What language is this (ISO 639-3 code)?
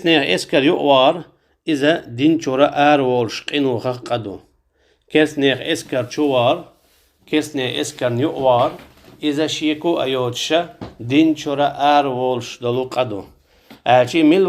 che